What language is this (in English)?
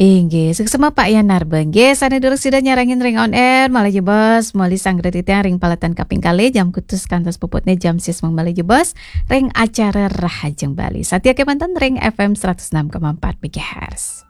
Balinese